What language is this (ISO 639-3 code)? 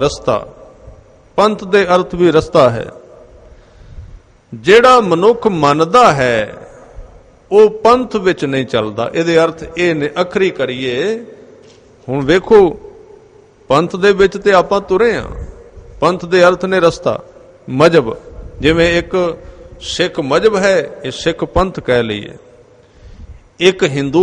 pan